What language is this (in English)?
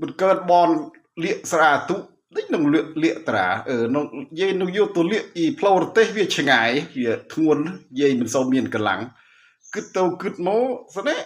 Khmer